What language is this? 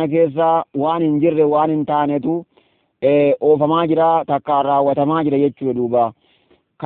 Oromo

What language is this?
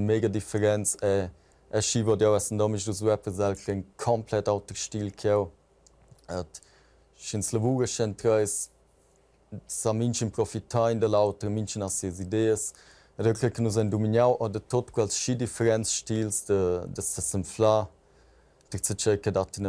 Romansh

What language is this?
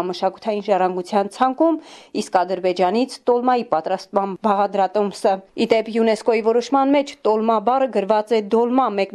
Armenian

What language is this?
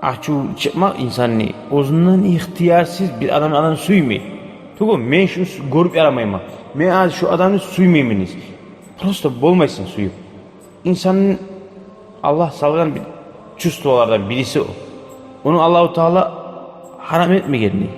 Kumyk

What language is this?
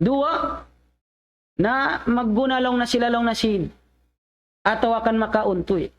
Tausug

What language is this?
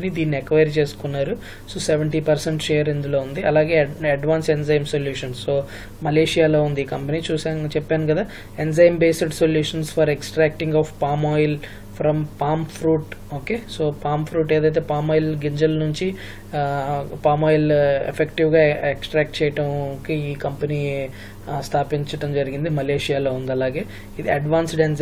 Telugu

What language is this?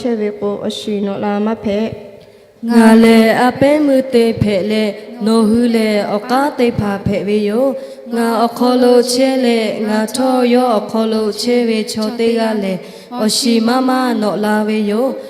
Lahu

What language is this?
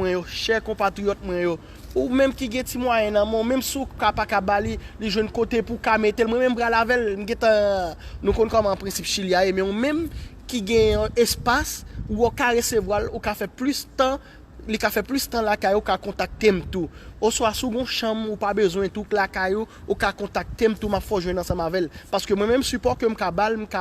Haitian Creole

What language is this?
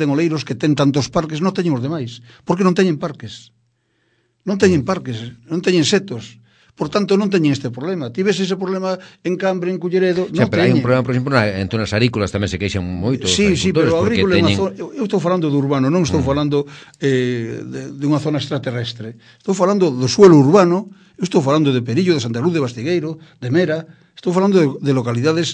Galician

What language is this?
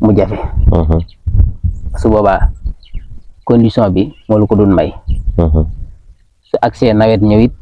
Wolof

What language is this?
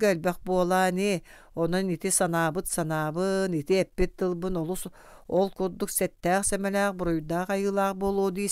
Yakut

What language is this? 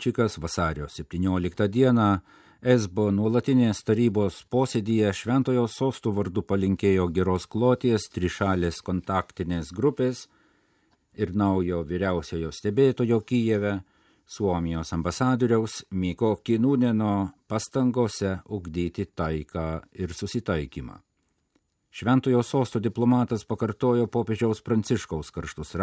Lithuanian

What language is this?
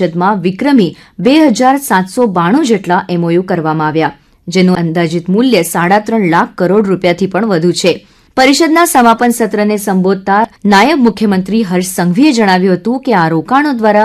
Gujarati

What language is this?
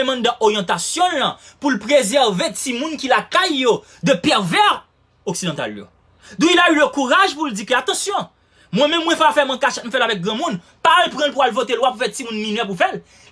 Haitian Creole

